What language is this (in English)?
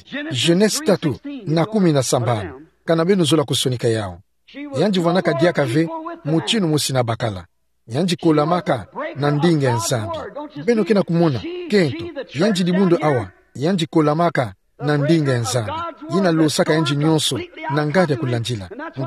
Kituba (Democratic Republic of Congo)